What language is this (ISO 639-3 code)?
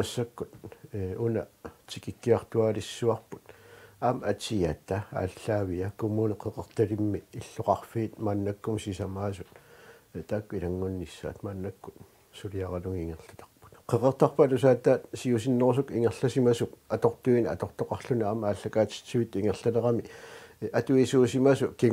kal